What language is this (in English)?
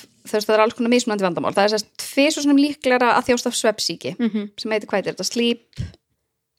Icelandic